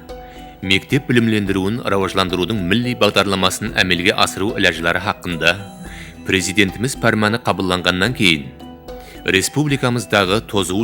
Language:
Kara-Kalpak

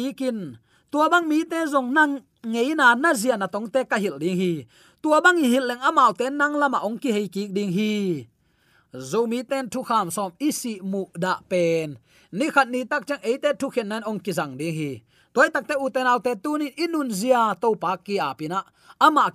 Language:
Tedim Chin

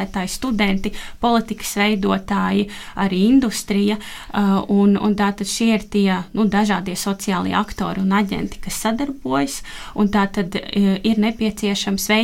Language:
Latvian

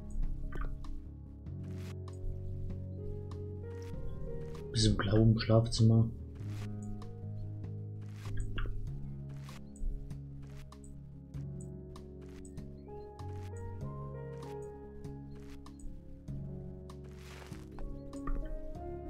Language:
German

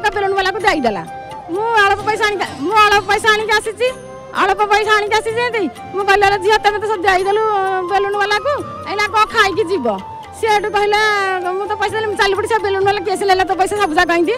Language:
Odia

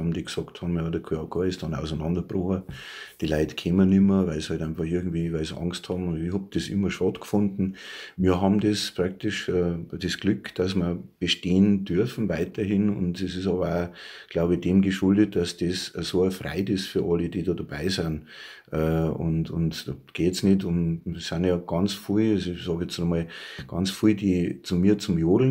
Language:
Bavarian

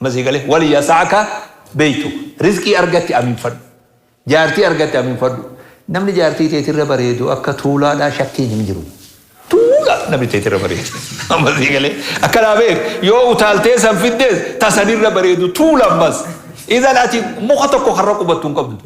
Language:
Oromo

